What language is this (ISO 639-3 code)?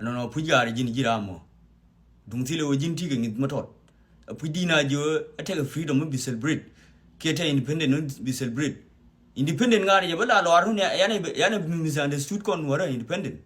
nus